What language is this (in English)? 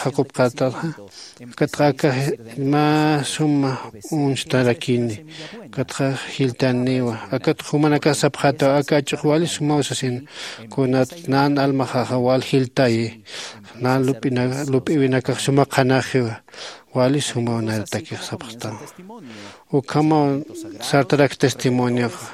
Aymara